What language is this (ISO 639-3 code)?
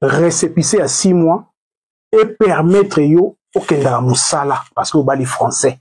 lin